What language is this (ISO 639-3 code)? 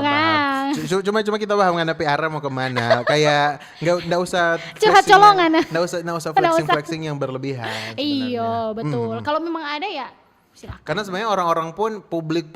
xmm